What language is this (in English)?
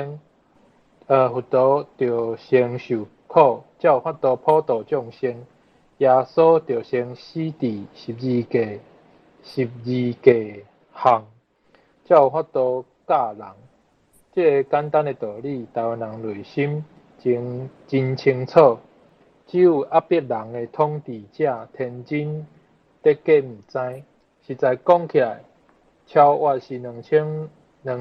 Min Nan Chinese